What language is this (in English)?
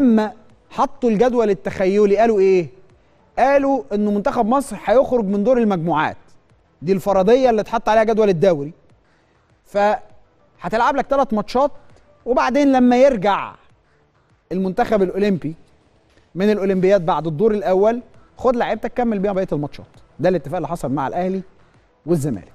Egyptian Arabic